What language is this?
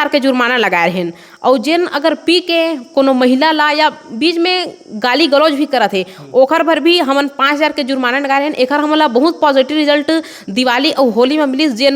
Chhattisgarhi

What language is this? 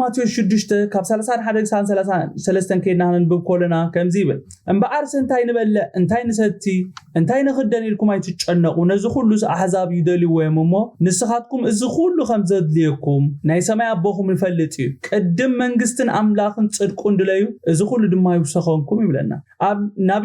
Tigrinya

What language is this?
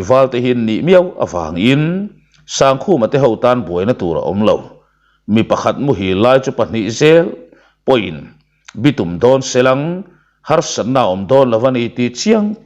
Mizo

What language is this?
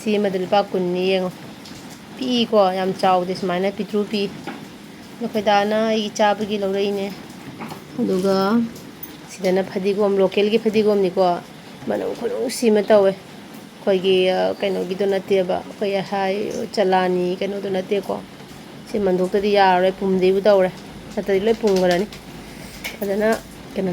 Manipuri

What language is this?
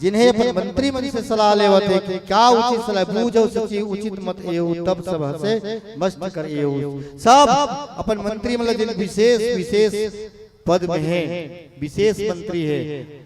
Chhattisgarhi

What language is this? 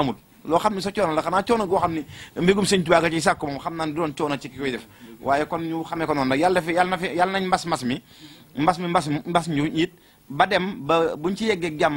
Wolof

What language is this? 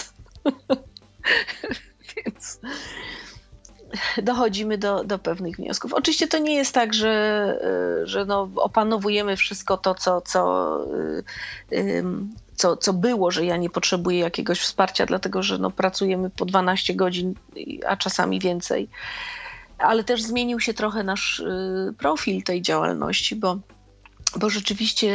Polish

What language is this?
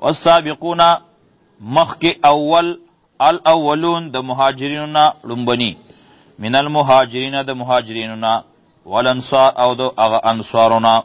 Pashto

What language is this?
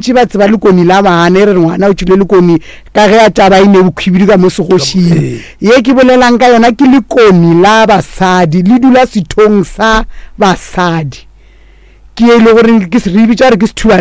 Northern Sotho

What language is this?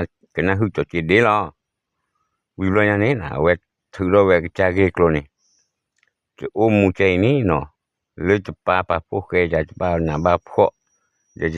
S'gaw Karen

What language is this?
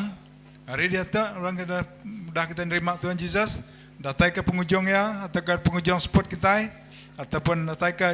Iban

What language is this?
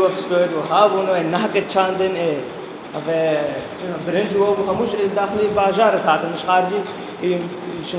Kurdish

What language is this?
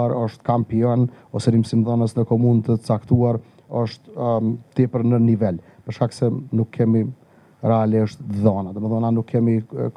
Albanian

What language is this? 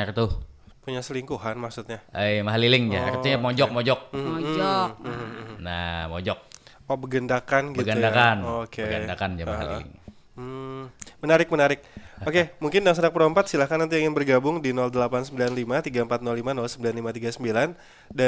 Banjar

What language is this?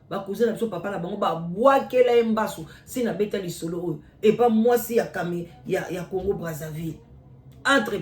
Lingala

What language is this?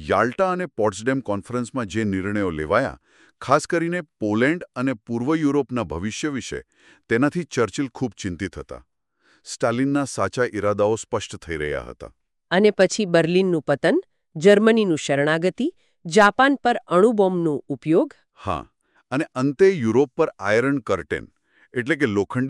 Gujarati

